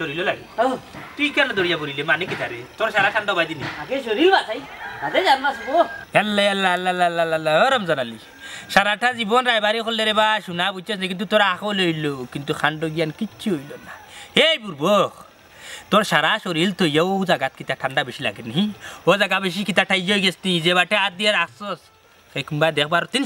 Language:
Sylheti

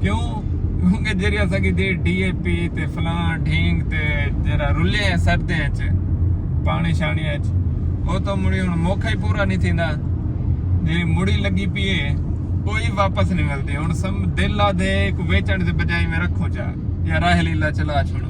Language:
Saraiki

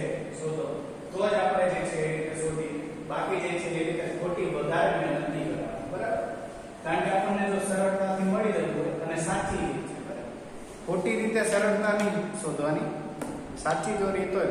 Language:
Gujarati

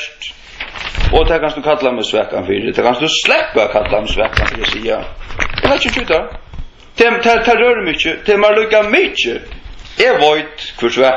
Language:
Faroese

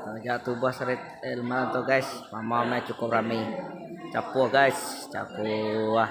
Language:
Iban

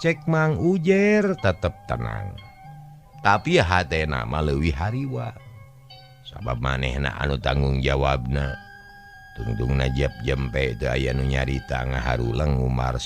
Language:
Sundanese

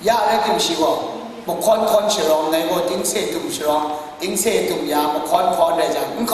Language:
Kachin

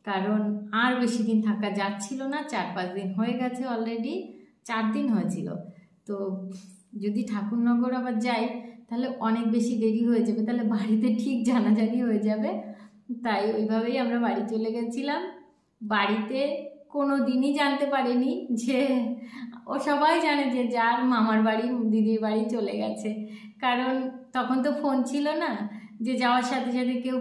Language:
Bangla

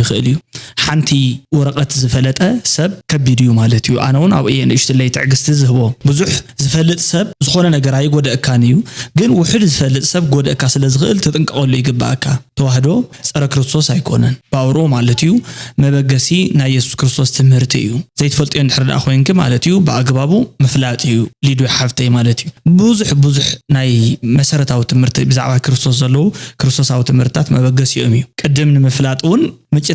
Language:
Tigrinya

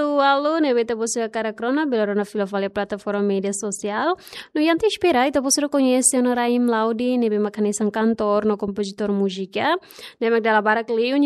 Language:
Tetum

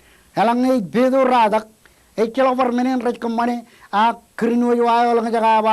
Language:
Marshallese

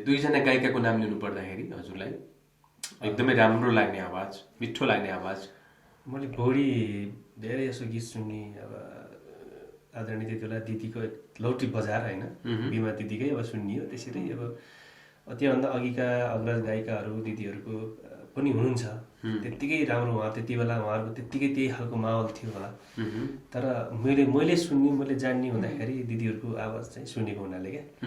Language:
Nepali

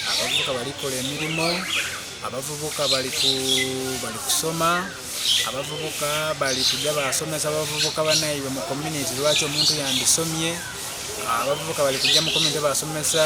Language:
Soga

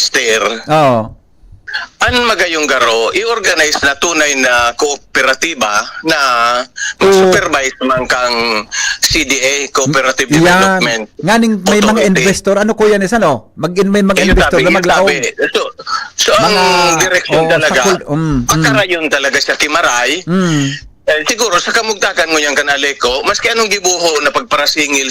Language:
Bikol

